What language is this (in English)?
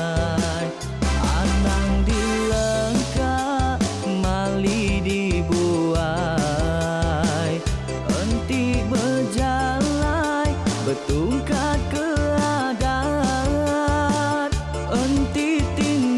Iban